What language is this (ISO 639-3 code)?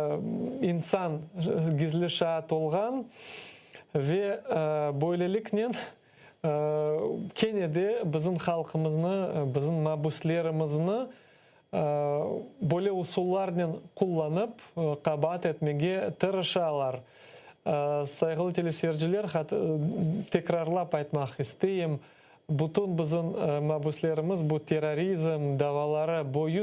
crh